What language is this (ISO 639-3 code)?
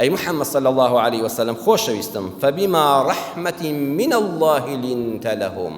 ckb